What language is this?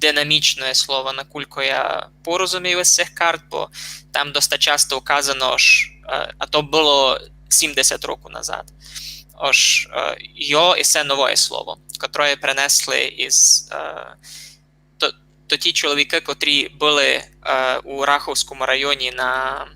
Rusyn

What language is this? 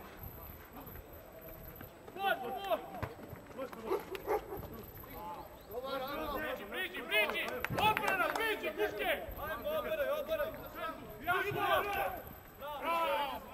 Serbian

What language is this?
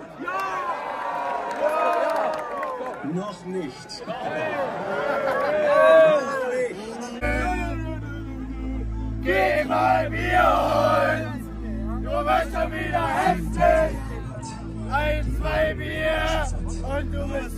German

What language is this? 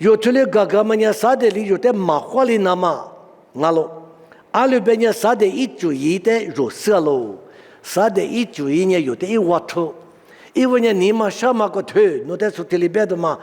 Lisu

